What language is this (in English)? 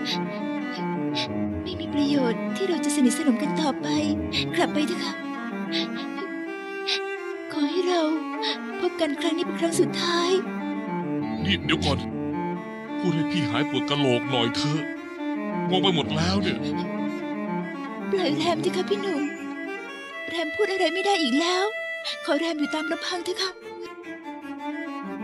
Thai